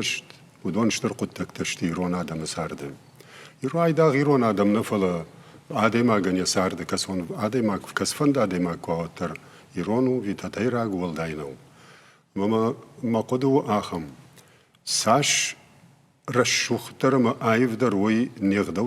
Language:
Ossetic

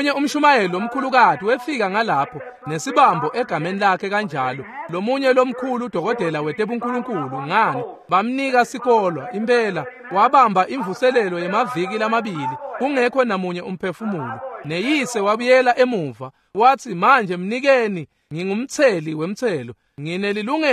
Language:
Swati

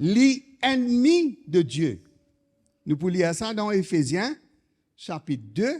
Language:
Morisyen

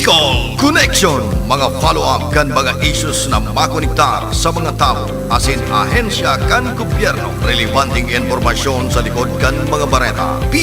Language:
Bikol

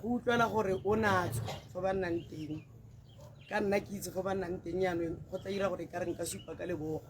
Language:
Tswana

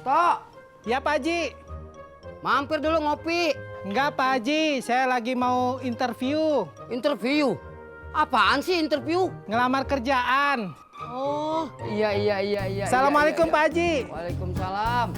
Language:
Betawi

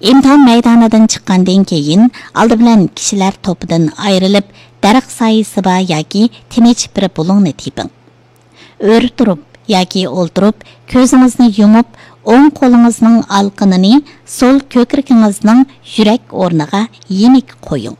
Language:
Uyghur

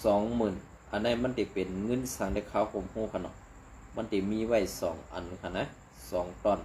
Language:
Shan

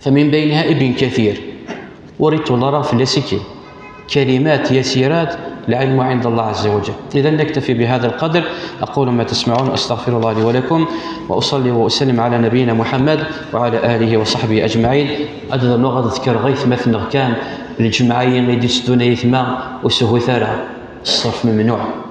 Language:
Kabyle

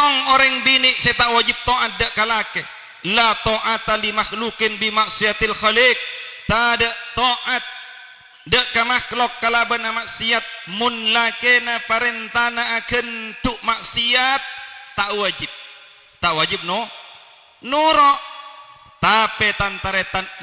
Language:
Madurese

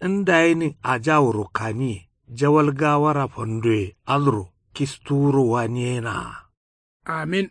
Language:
Kanuri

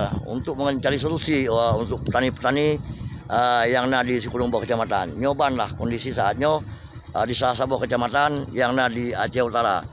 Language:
Achinese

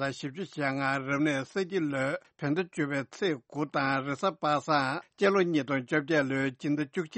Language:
Tibetan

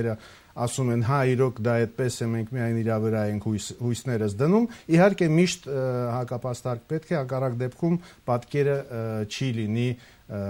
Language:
Armenian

